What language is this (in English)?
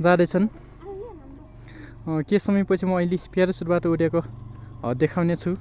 Nepali